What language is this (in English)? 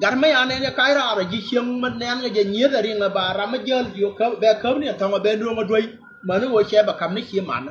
Nuer